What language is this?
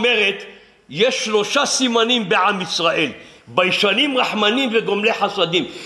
Hebrew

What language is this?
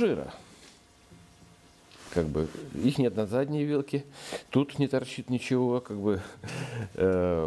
Russian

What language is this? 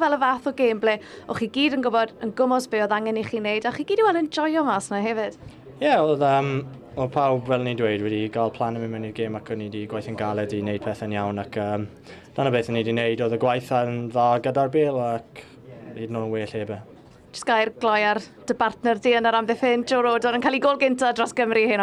Welsh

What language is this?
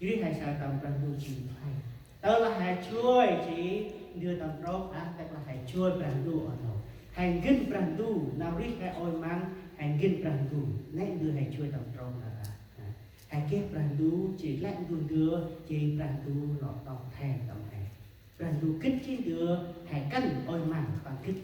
Central Mnong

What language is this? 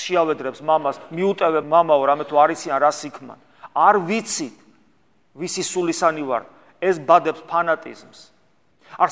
Georgian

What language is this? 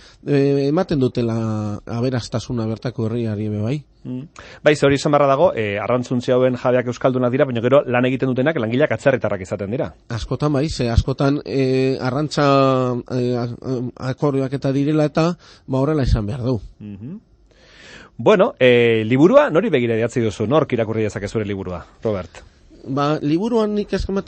Basque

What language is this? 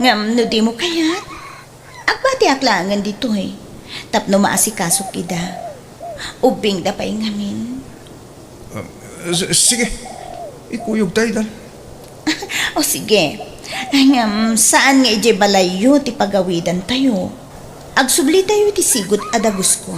Iloko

